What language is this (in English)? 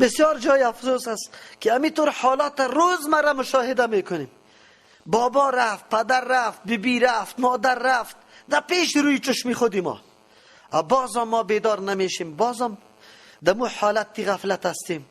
Persian